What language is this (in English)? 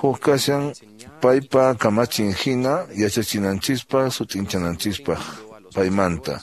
Quechua